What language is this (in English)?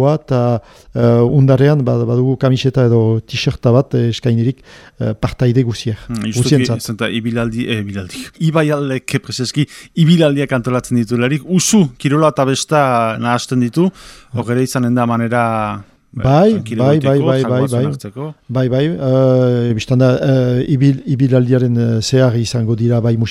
Basque